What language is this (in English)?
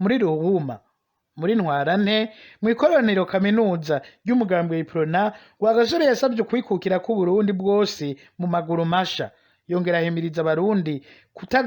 Rundi